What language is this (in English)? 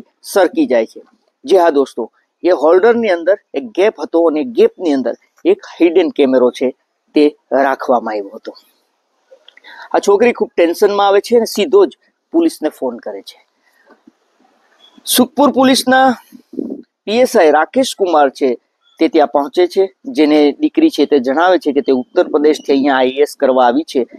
Gujarati